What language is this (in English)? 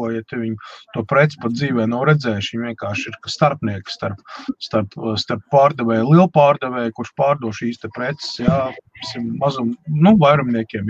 Latvian